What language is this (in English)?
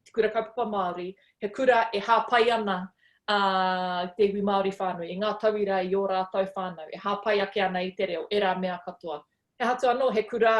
Māori